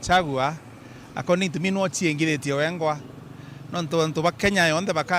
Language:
Meru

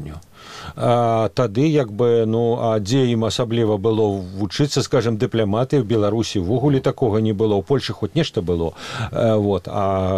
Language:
Belarusian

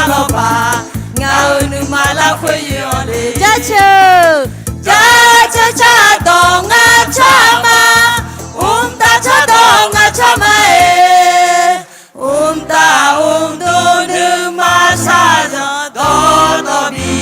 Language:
Akha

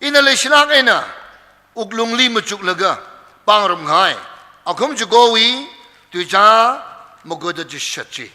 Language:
Tangkhul Naga (India)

